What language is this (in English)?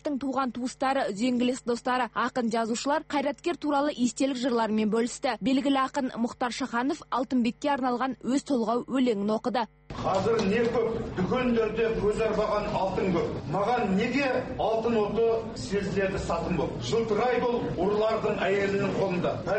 Kazakh